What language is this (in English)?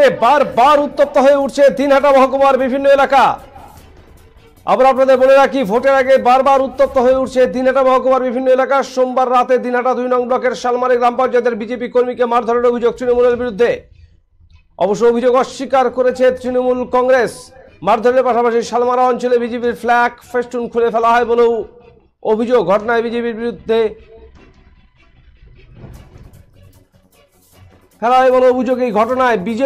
Bangla